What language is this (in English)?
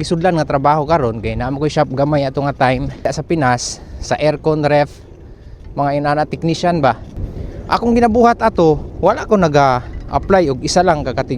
Cebuano